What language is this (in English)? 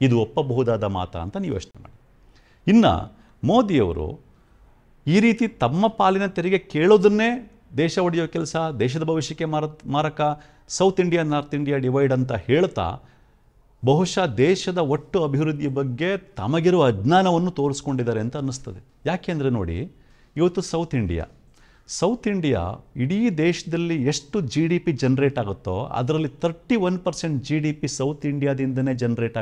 Kannada